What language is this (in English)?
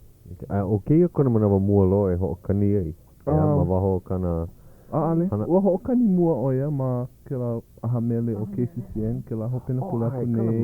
Hawaiian